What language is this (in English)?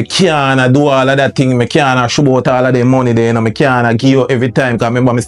Jamaican Creole English